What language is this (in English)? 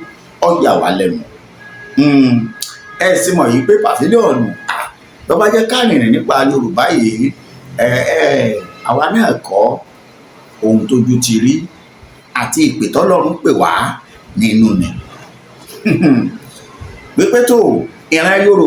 Yoruba